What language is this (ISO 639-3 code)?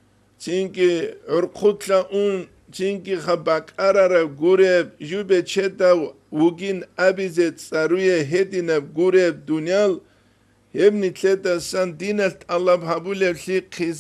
ava